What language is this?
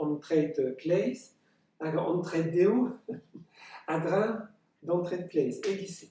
Breton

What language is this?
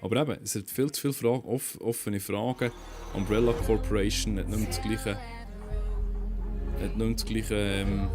Swiss German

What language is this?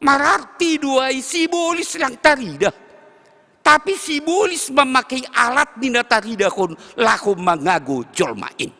Batak Simalungun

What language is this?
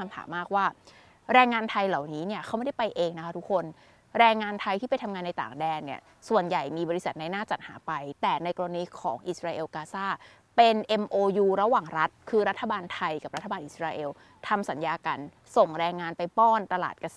Thai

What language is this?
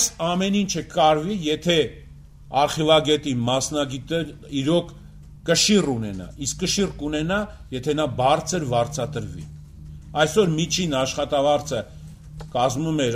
Armenian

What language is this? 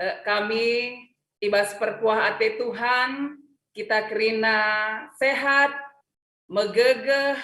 Batak Karo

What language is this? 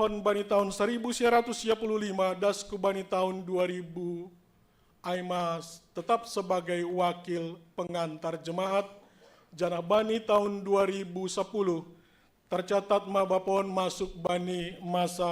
Batak Simalungun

